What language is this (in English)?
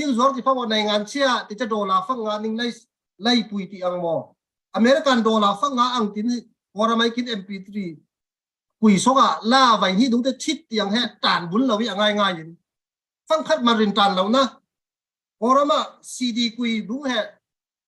Falam Chin